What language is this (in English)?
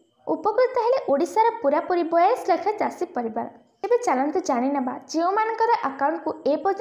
Odia